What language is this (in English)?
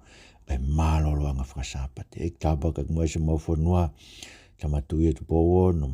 Tongan